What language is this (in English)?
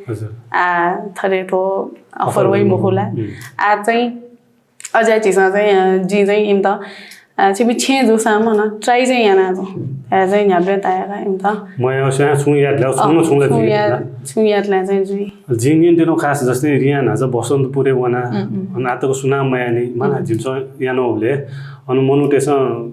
Newari